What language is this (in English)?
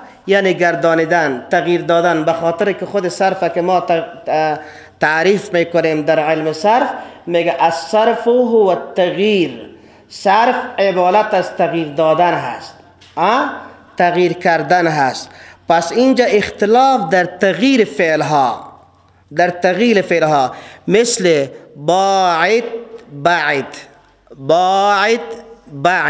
Persian